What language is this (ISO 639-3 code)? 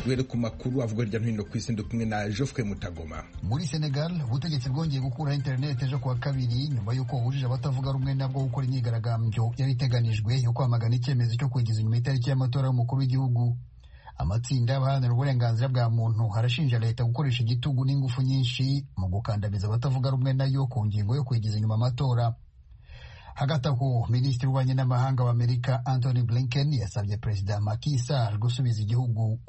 kin